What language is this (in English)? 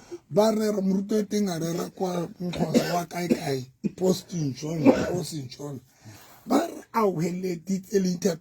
Southern Sotho